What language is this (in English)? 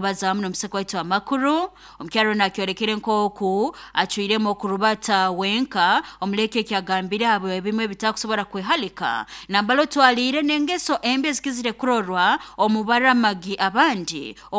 Nyoro